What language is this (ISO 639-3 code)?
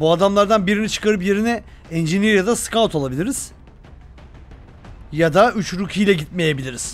tur